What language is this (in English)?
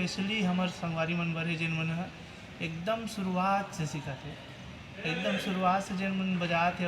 Chhattisgarhi